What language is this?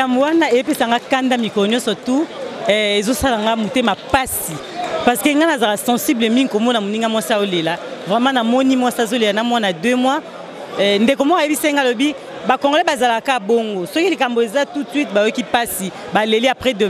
Lingala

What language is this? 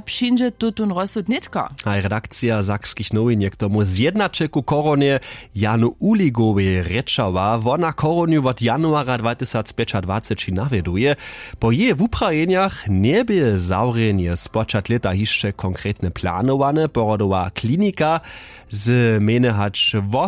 Upper Sorbian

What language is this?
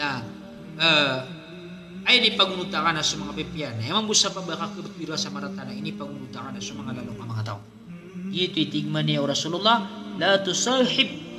Maranao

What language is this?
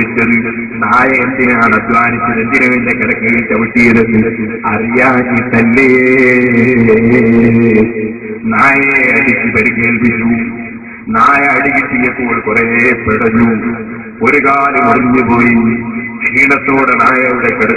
Malayalam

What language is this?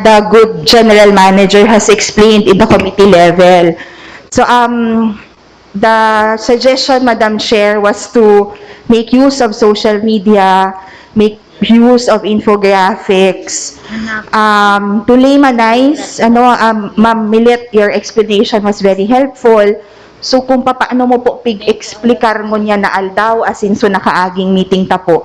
Bikol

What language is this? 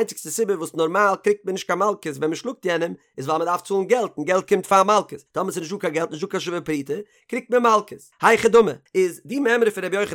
Yiddish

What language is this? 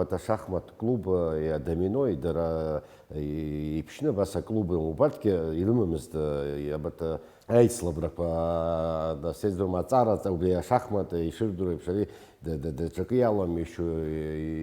Abkhazian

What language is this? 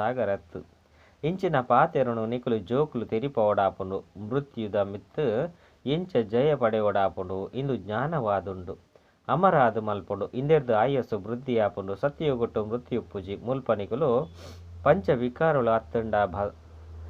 Tulu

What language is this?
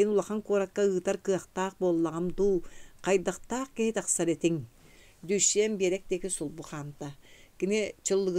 Yakut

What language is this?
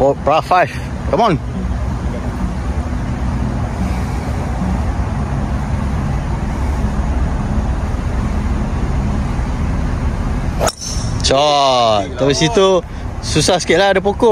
Malay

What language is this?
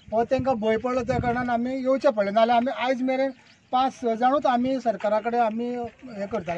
Konkani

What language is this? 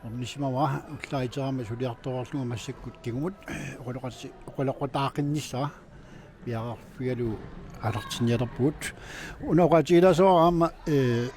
Kalaallisut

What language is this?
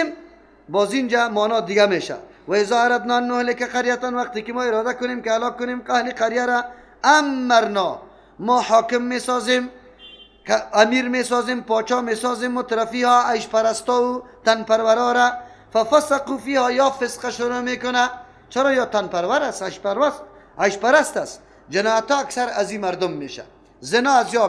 Persian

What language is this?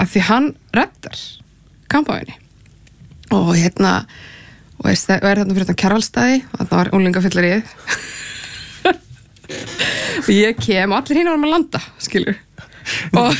Icelandic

